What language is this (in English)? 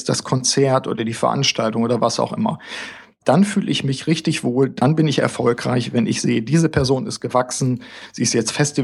German